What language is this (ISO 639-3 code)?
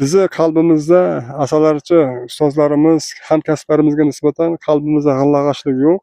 uzb